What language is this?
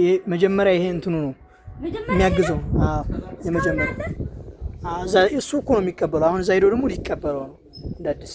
Amharic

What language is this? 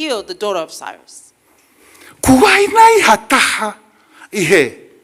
Tongan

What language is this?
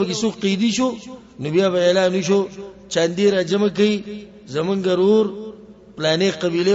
Pashto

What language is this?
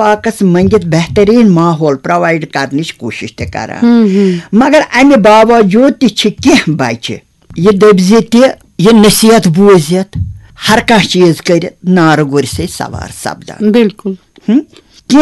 Kashmiri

